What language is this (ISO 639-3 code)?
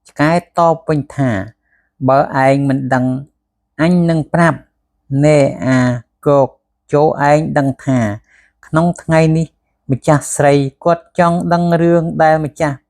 khm